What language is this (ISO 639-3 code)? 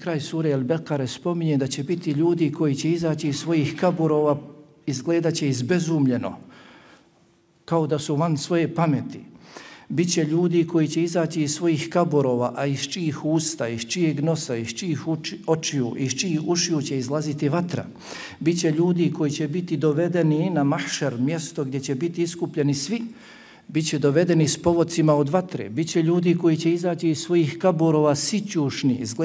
bos